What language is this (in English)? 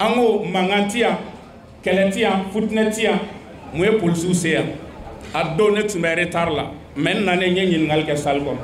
Bambara